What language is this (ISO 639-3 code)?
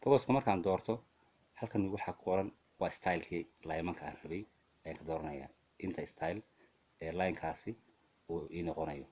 som